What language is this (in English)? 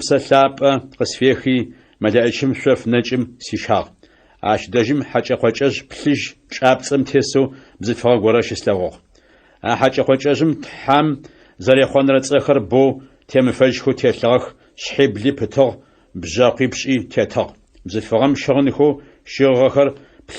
Adyghe